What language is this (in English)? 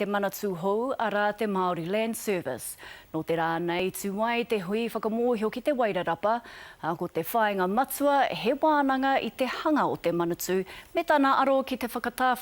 Māori